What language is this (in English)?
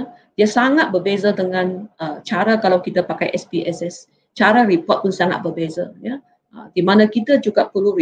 Malay